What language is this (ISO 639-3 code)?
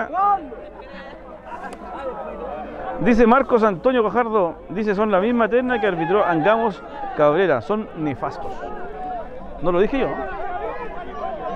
spa